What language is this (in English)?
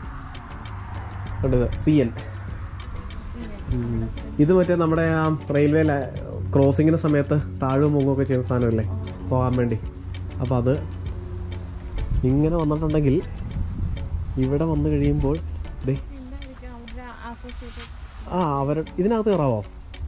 Malayalam